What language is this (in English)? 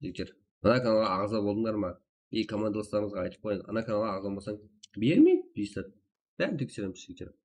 Kara-Kalpak